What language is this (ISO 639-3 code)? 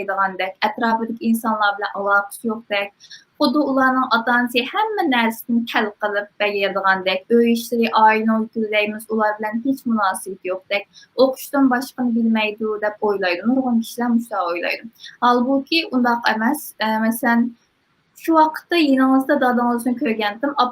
uig